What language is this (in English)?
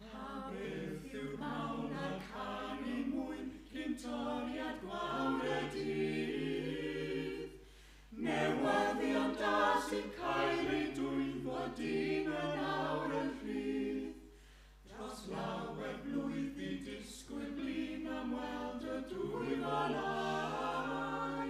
Welsh